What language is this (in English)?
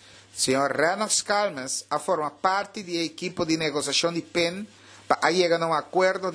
Papiamento